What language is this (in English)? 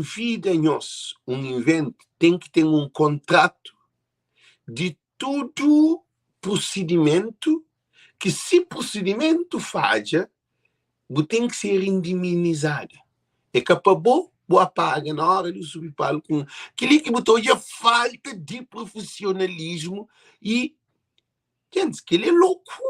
Kabuverdianu